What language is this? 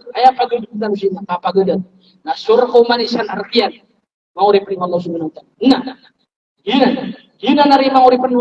Maranao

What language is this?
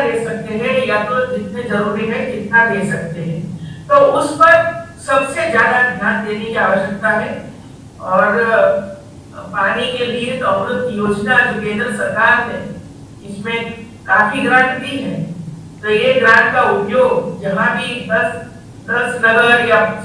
Hindi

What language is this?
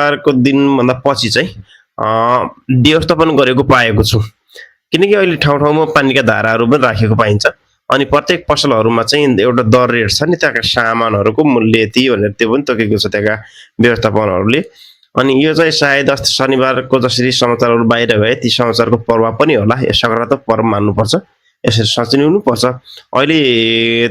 Nepali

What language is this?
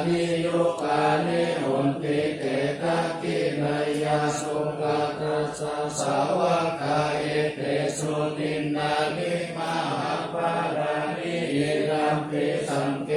Pali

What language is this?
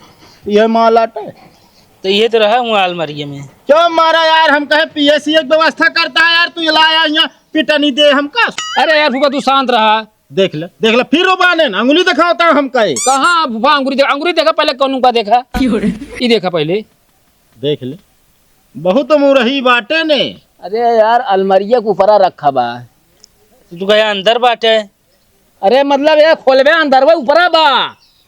Awadhi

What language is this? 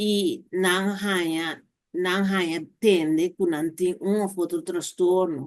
Papiamento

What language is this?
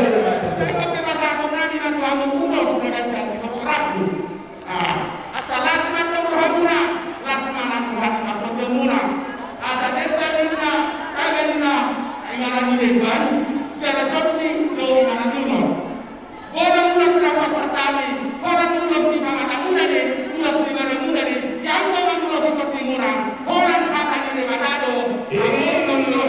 Batak Toba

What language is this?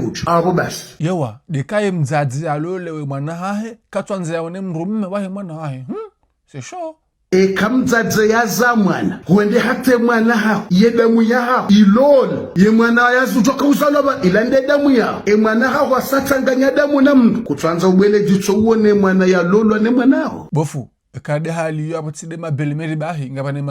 Ngazidja Comorian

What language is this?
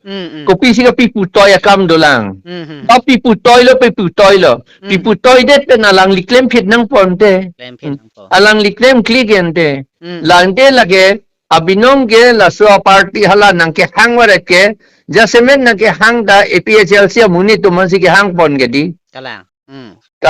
Karbi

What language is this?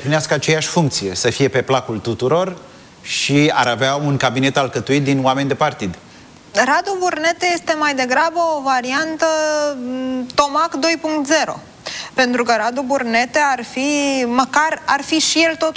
Romanian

